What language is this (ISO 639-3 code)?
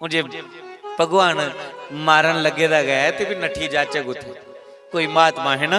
doi